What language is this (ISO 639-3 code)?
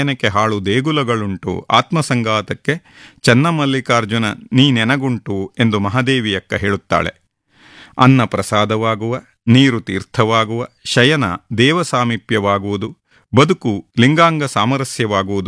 kan